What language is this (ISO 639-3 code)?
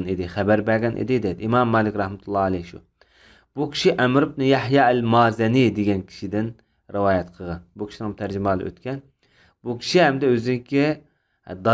uig